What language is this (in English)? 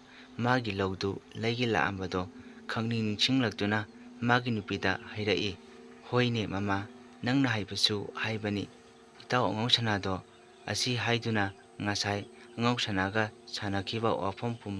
Manipuri